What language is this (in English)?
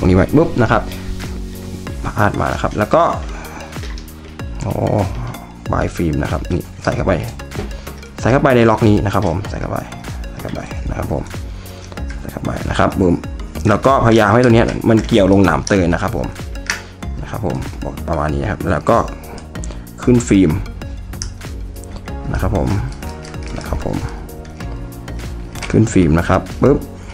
Thai